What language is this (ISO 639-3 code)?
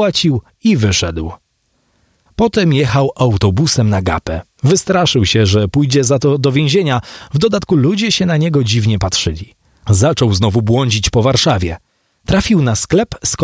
pol